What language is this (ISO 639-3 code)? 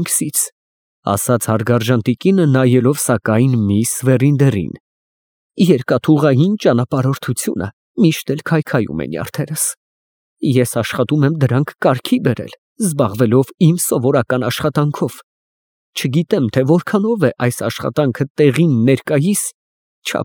hye